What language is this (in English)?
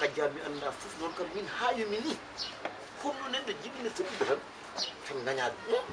Fula